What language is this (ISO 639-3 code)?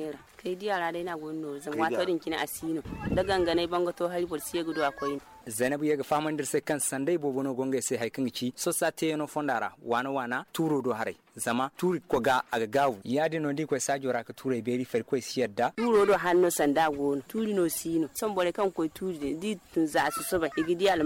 dje